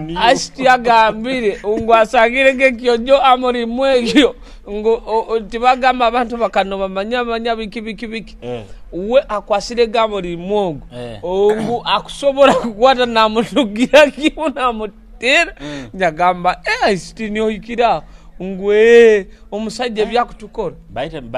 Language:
Nyoro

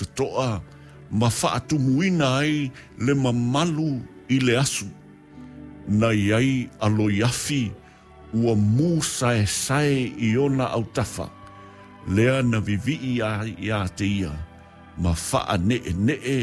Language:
Samoan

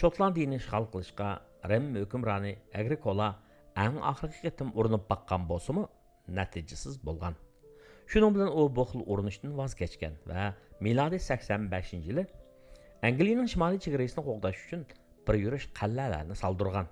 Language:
Uyghur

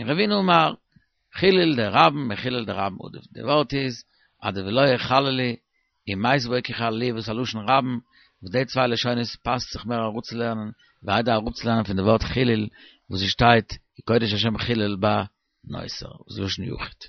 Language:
Yiddish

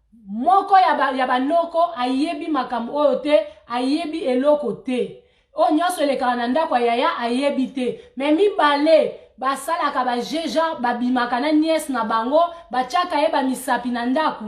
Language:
Lingala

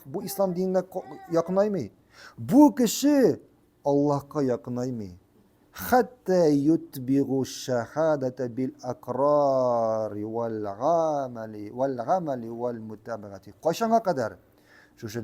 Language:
Tatar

